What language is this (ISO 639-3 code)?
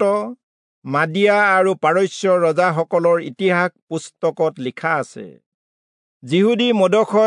asm